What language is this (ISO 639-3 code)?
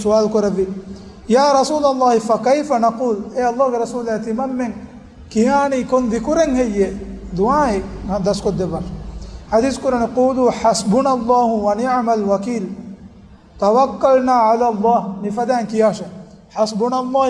div